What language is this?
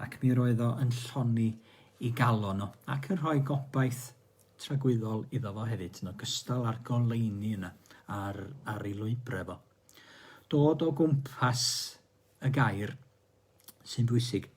Welsh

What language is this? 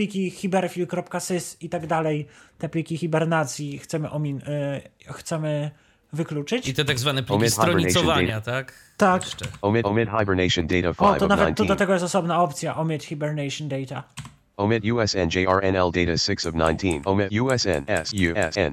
Polish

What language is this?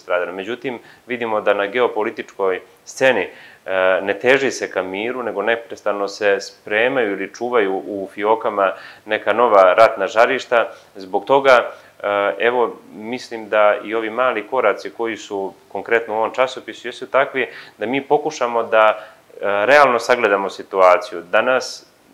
Serbian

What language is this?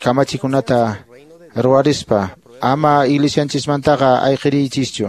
Quechua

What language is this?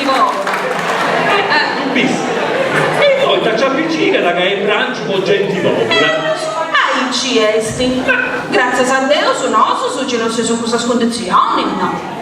Sardinian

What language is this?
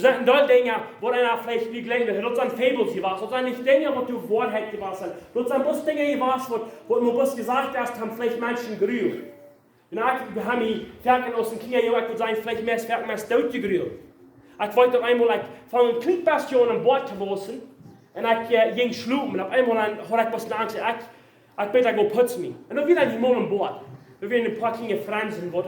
Plautdietsch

